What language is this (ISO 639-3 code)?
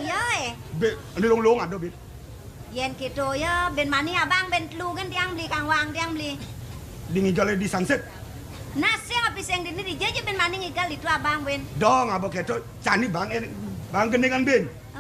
ban